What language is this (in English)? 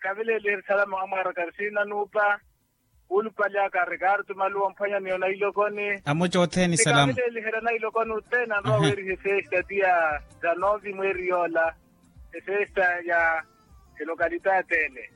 Makhuwa